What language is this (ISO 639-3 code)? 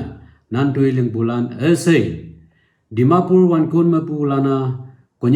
nag